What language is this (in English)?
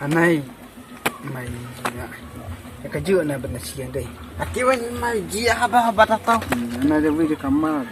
Khasi